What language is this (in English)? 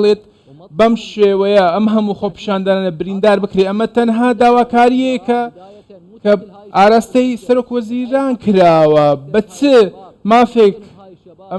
Central Kurdish